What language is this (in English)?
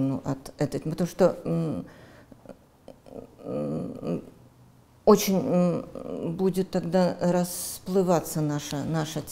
Russian